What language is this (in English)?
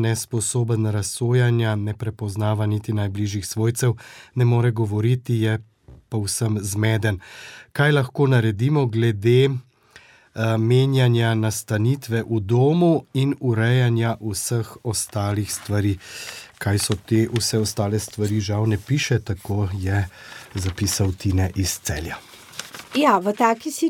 Slovenian